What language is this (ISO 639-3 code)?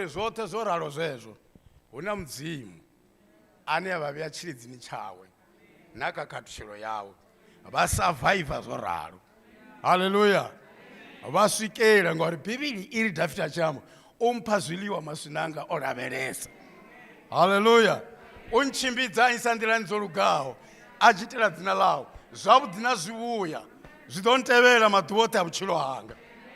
ven